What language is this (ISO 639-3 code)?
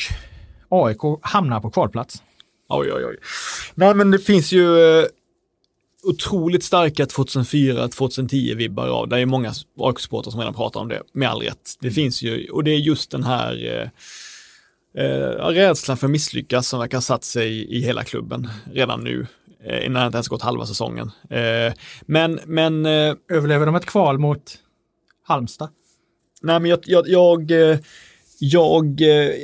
swe